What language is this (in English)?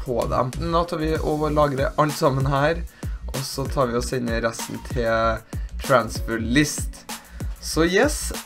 Norwegian